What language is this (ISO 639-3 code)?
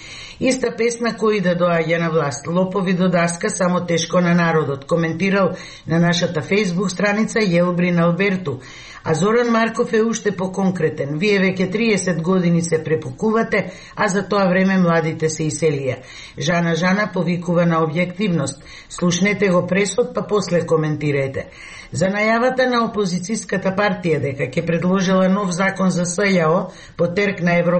mkd